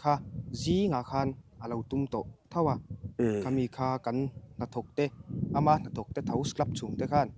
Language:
Mizo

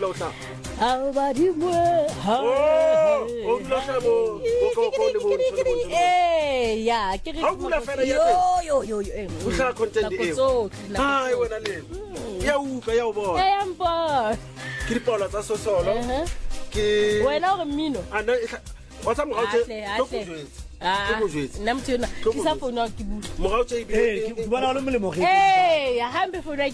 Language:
Southern Sotho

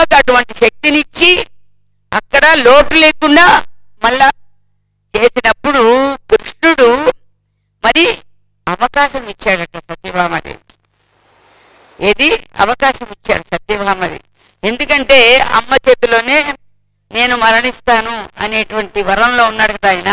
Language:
Telugu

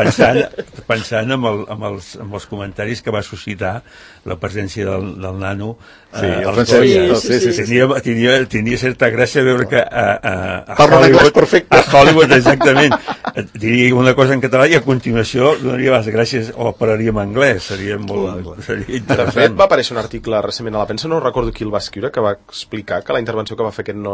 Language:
Catalan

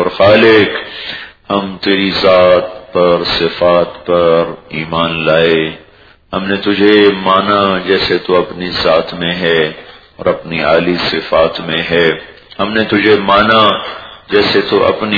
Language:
Urdu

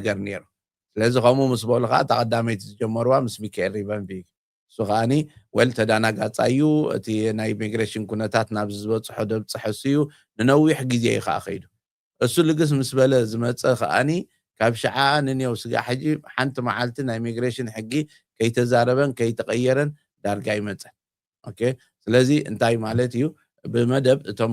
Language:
Tigrinya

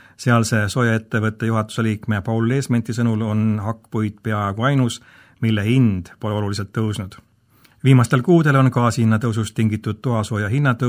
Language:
Estonian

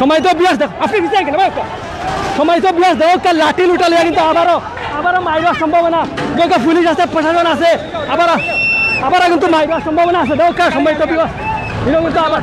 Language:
Sylheti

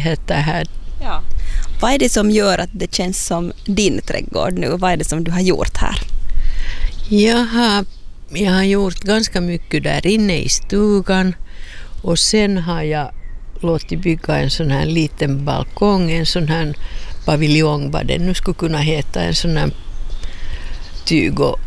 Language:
Swedish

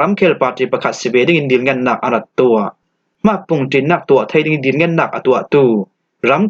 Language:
Falam Chin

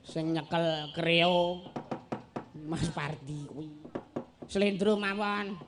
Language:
Javanese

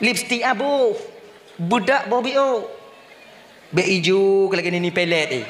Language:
Achinese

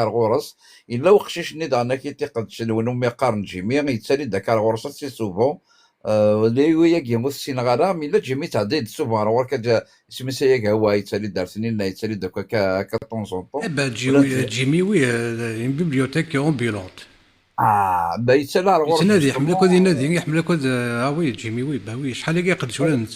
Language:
Kabyle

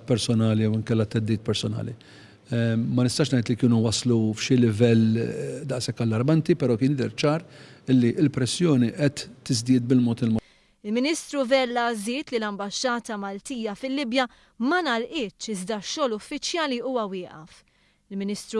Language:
Maltese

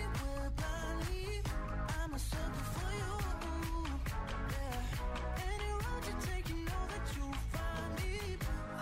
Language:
English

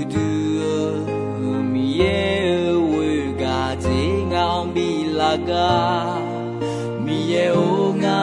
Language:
Akha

